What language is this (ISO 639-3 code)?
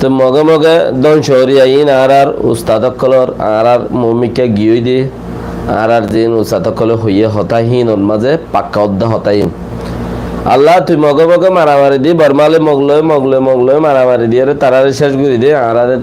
rhg